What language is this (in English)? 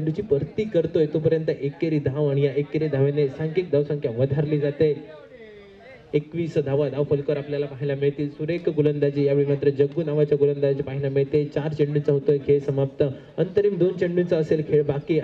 Marathi